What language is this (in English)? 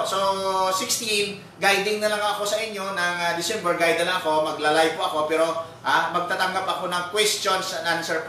Filipino